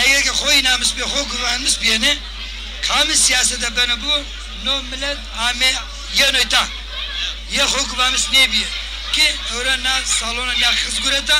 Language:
Zaza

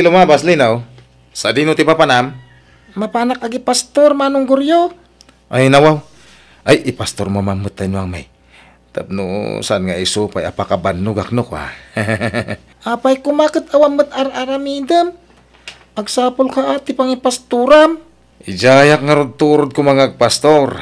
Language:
Iloko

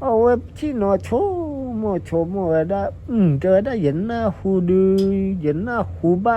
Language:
S'gaw Karen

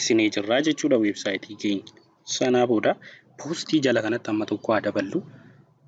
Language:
Oromo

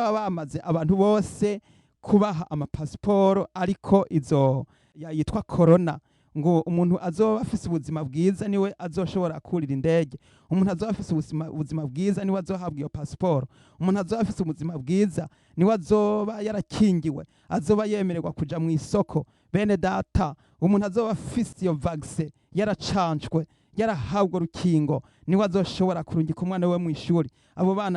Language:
Rundi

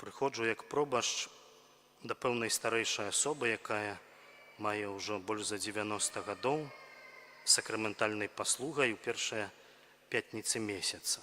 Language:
Belarusian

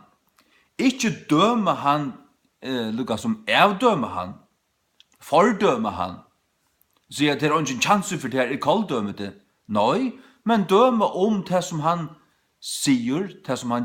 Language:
Faroese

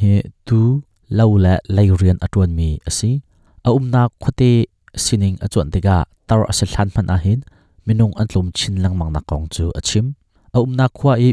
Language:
Hakha Chin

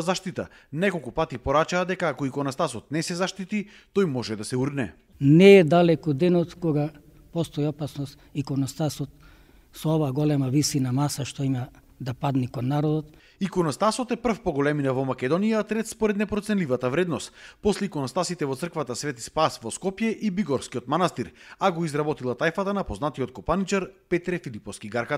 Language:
Macedonian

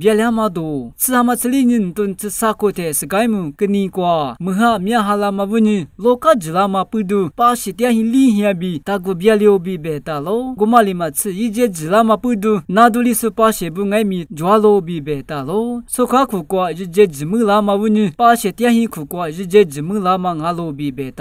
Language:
Lisu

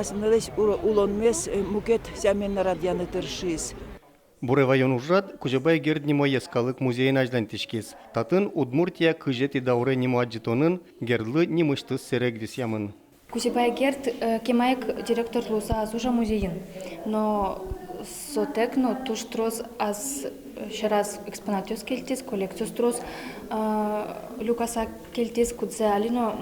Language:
Udmurt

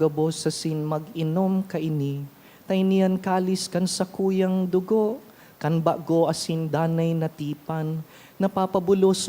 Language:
Bikol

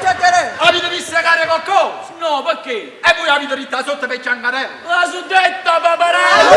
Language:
Neapolitan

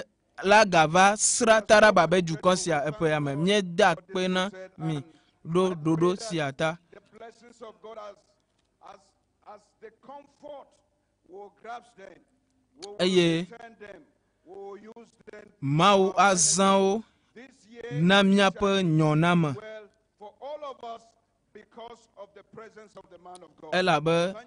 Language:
Ewe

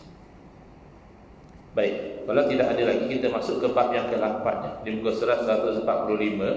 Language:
Malay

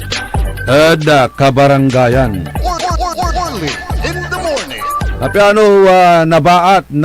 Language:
Pangasinan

